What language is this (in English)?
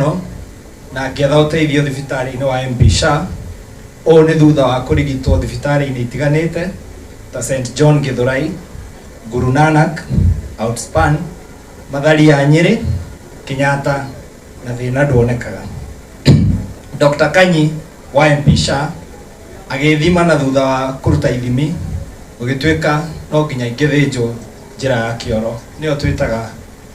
Kikuyu